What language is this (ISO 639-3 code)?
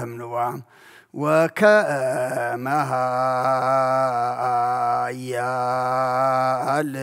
gez